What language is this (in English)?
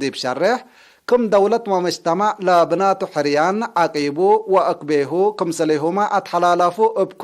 Tigre